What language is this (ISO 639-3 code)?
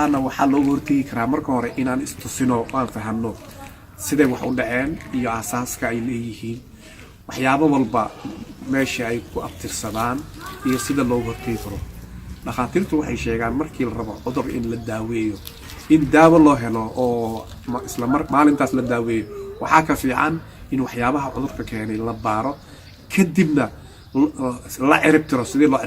som